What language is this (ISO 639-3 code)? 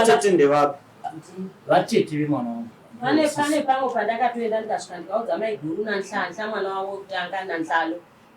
sna